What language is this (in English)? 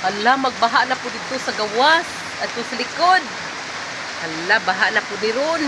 Cebuano